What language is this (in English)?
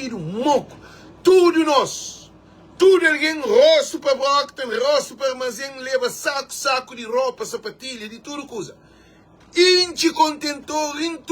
Kabuverdianu